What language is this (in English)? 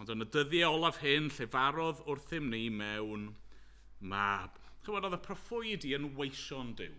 Welsh